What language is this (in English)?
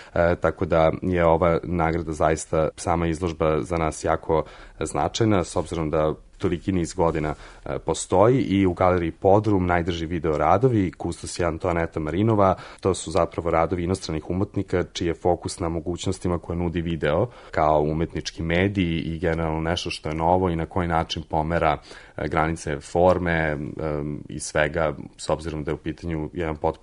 Serbian